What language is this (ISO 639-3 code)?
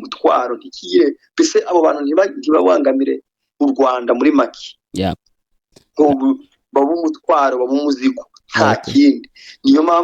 kin